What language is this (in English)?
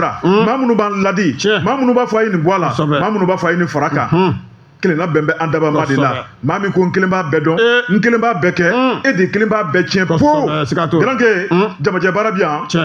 Bambara